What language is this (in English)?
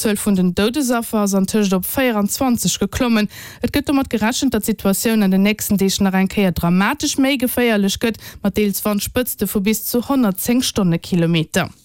Luxembourgish